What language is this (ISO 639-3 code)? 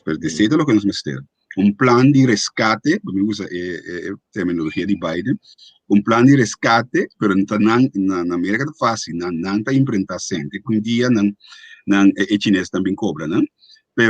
pap